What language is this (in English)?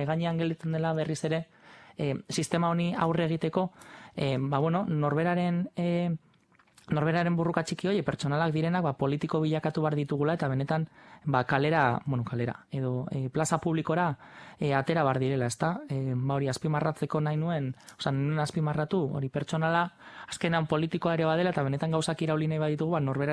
Basque